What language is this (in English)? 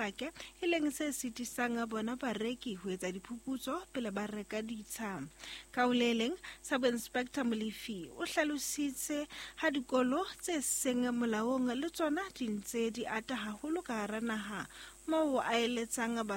Southern Sotho